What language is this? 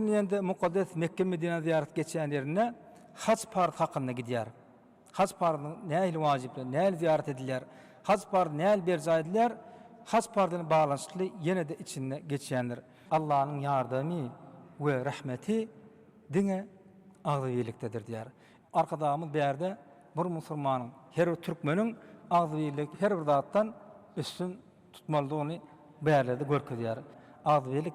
Turkmen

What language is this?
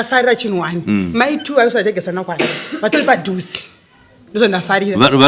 Shona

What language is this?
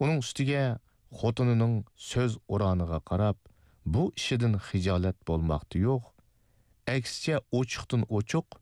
Uyghur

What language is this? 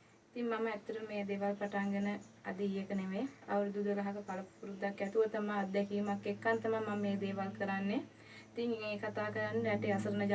Sinhala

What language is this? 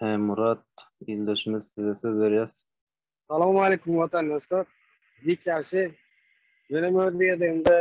Turkmen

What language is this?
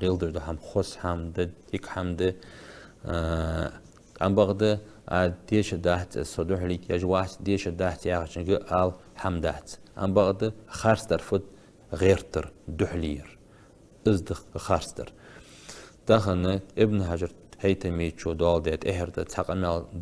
Ingush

